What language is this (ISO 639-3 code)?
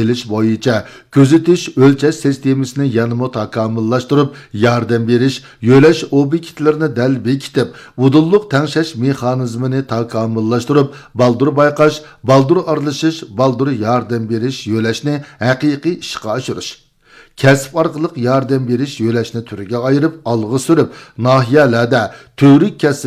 uig